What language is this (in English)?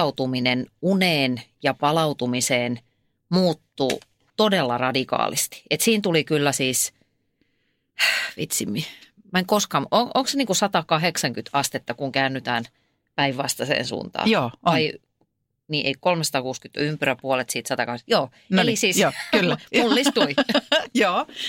Finnish